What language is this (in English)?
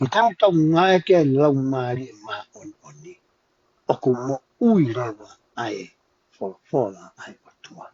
Tongan